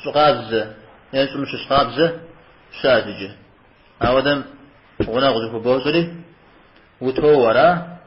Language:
Kabardian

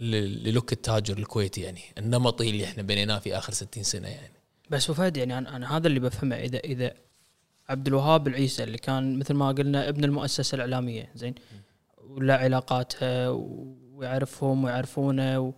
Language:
Gulf Arabic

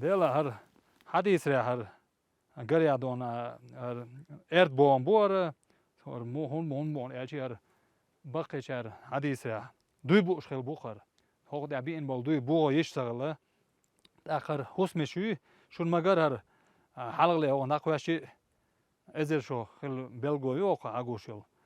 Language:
Chechen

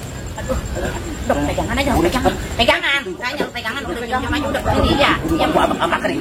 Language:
Betawi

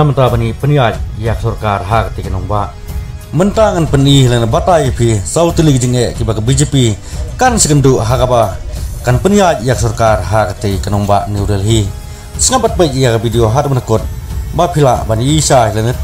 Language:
Khasi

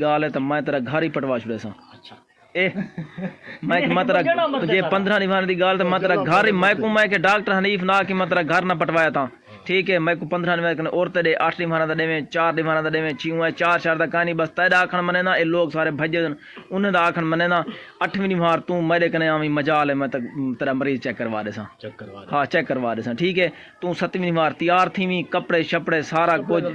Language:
Saraiki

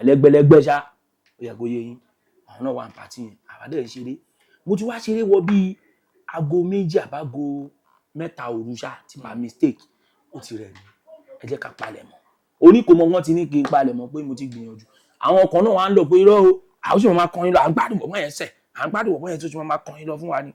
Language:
Yoruba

